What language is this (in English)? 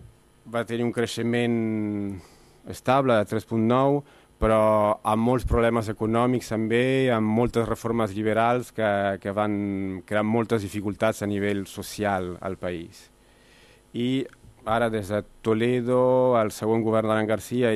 Catalan